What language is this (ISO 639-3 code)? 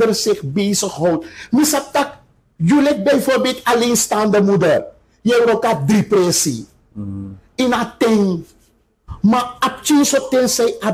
srn